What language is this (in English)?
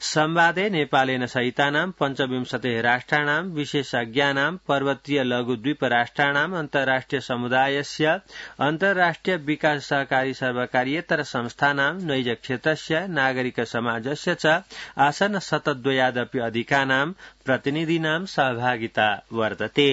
Sanskrit